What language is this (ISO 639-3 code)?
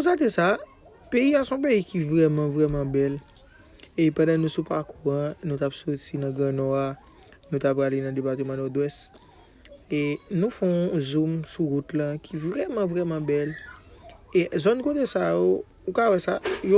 hat